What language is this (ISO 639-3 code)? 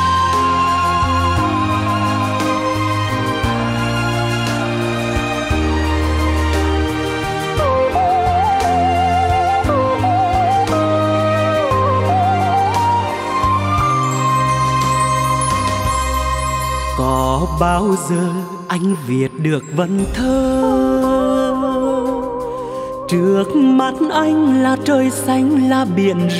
vie